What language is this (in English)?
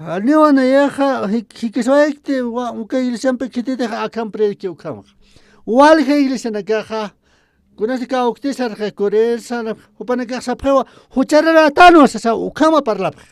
Aymara